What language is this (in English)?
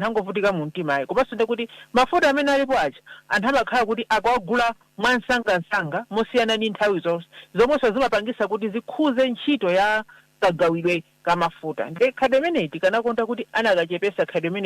Nyanja